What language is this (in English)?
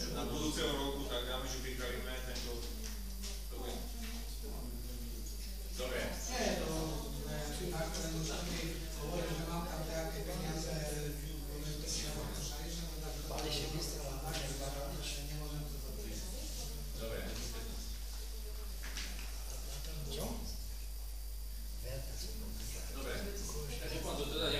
Slovak